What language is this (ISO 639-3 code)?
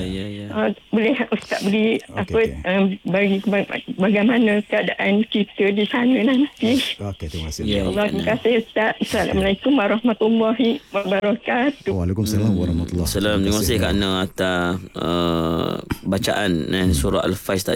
msa